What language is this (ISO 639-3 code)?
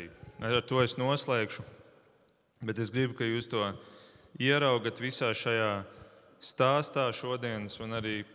lav